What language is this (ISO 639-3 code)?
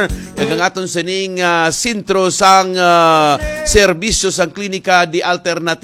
hil